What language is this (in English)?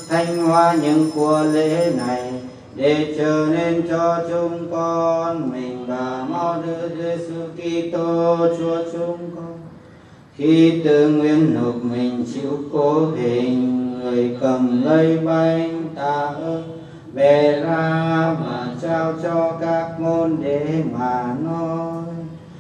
Vietnamese